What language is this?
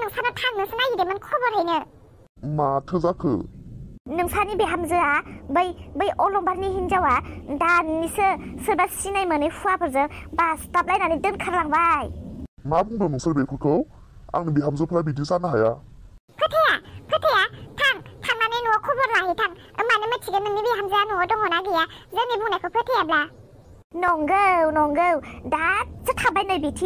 Bodo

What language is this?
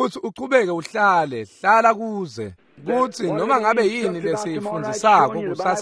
Swati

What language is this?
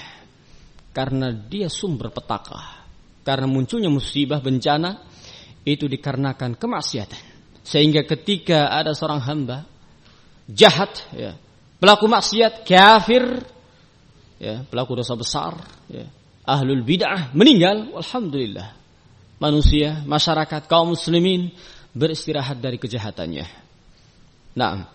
Indonesian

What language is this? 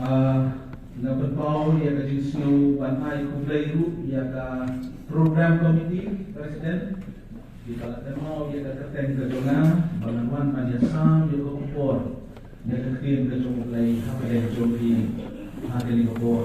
Khasi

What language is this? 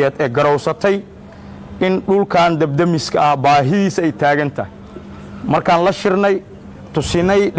Somali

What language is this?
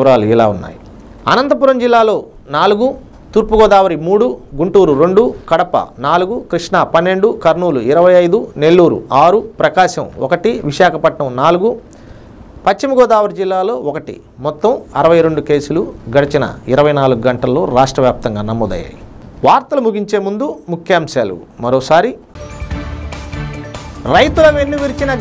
Telugu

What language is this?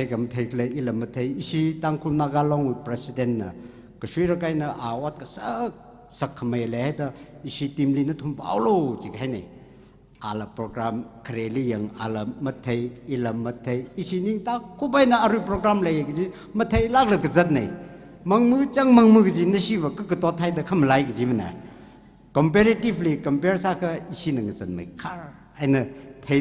Tangkhul Naga (India)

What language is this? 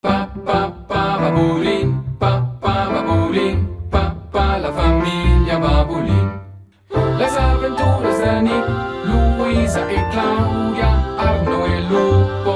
Romansh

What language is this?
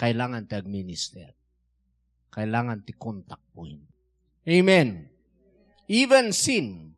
Iloko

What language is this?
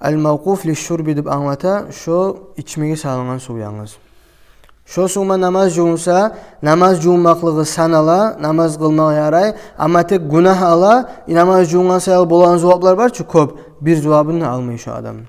Kumyk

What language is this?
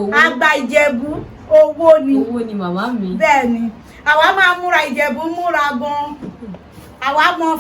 Yoruba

